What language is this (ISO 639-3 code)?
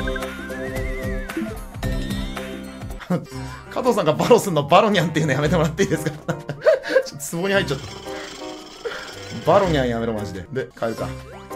jpn